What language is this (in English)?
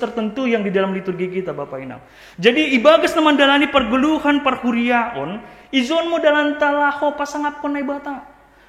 Batak Simalungun